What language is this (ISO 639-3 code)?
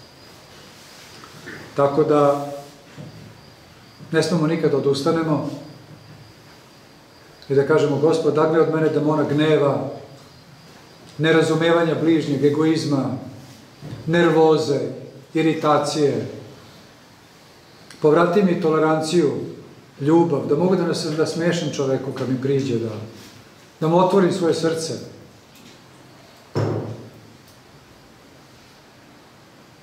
srp